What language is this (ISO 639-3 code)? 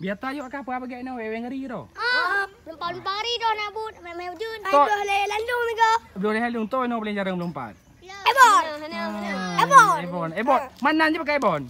ace